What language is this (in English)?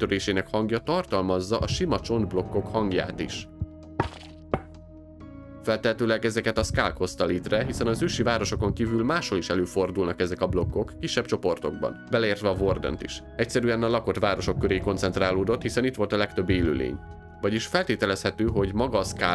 Hungarian